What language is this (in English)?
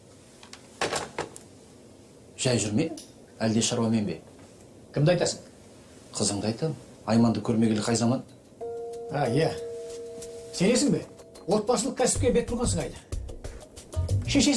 Kazakh